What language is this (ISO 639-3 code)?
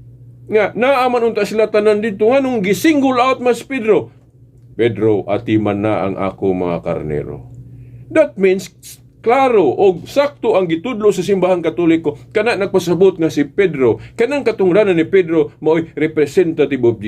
ceb